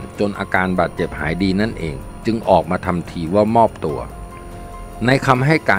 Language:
Thai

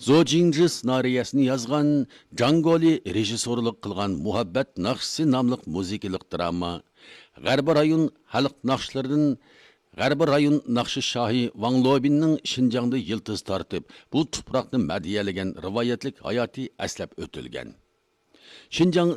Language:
Uyghur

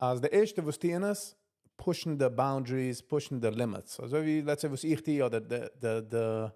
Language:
Yiddish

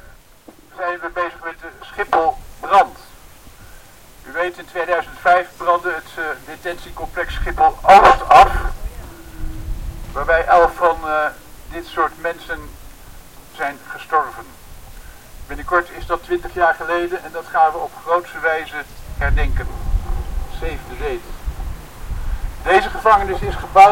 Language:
Dutch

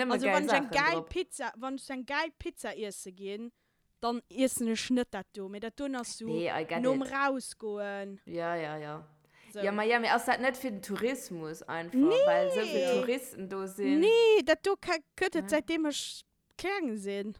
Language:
Luxembourgish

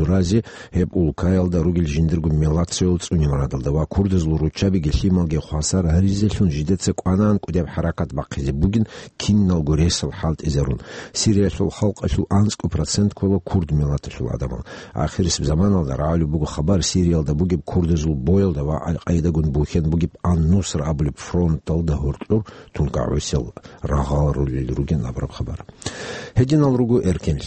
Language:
Avaric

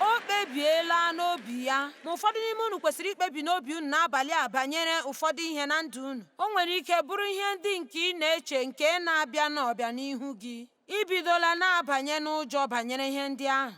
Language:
Igbo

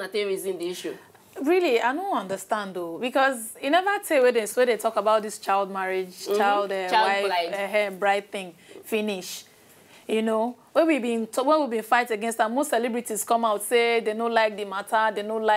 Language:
Nigerian Pidgin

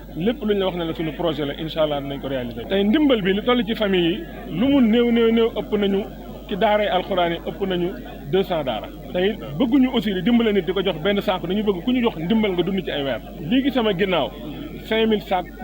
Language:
Wolof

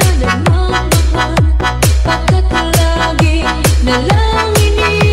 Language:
Filipino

